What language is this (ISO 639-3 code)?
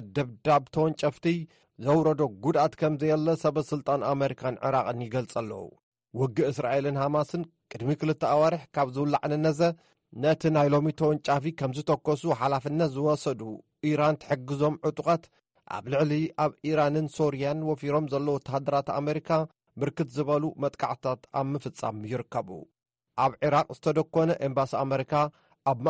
tir